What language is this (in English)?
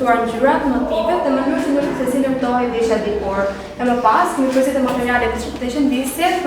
Albanian